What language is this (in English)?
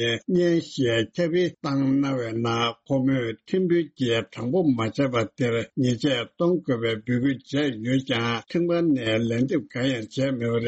Tibetan